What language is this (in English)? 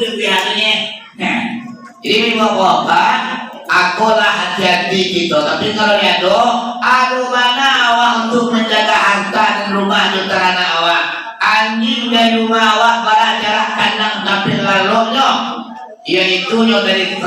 Minangkabau